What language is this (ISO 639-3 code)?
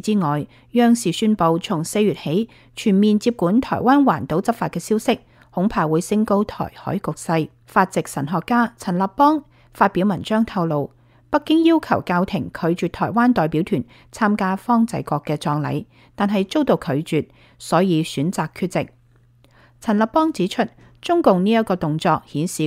yue